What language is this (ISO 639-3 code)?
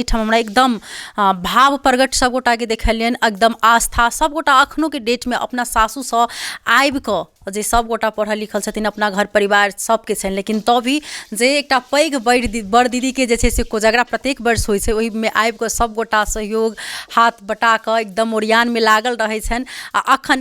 mai